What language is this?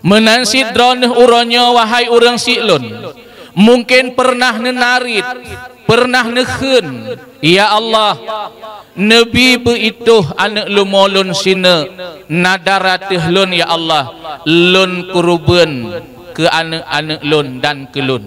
Achinese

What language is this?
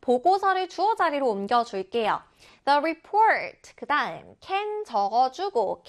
Korean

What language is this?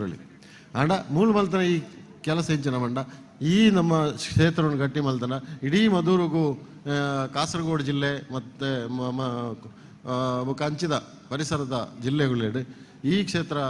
Tulu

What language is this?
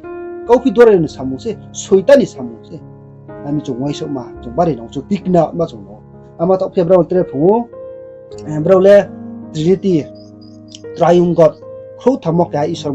Riang (India)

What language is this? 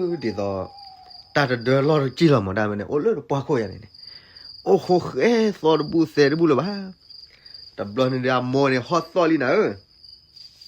S'gaw Karen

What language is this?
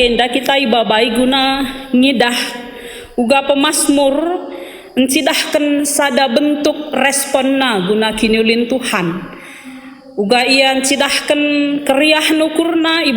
Batak Karo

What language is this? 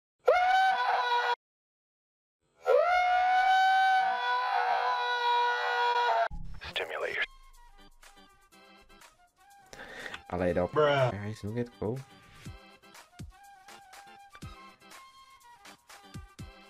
Slovak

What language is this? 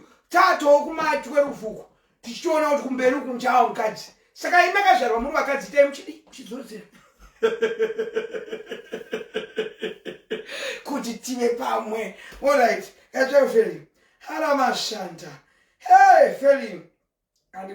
Shona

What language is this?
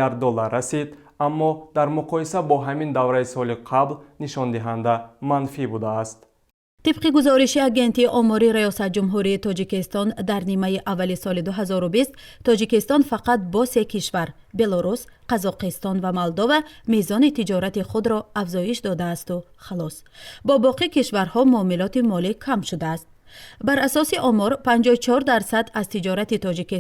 Tajik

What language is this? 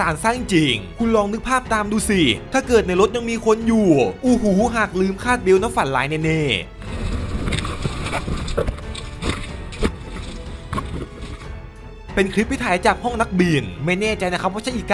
Thai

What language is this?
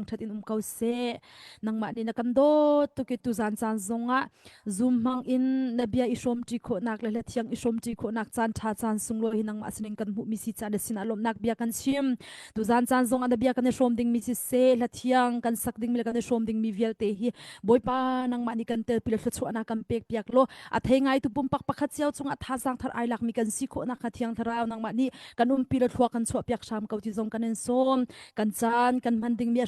Hakha Chin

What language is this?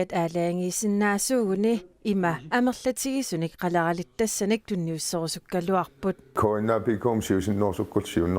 Kalaallisut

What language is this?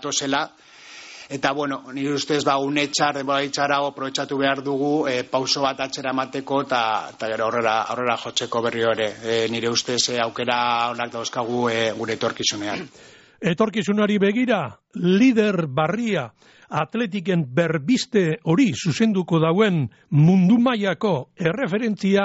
Basque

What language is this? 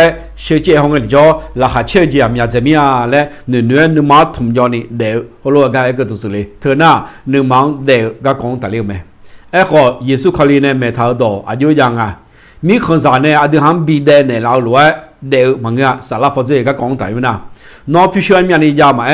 Akha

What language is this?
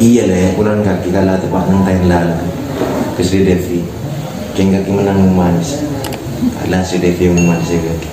Madurese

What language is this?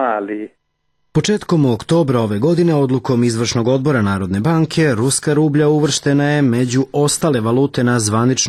Serbian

